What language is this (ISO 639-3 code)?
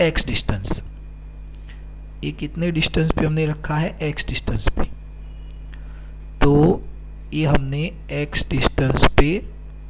hin